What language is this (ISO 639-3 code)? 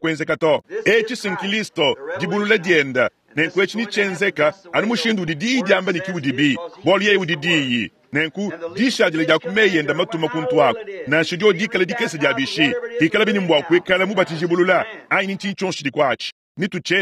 lua